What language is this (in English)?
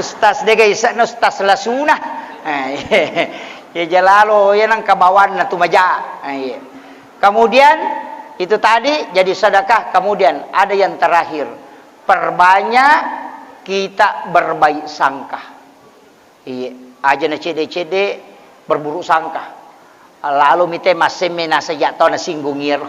Buginese